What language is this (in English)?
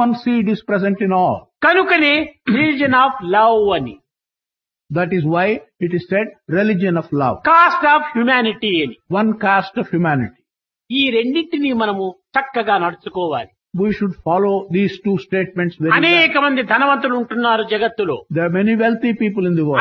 Telugu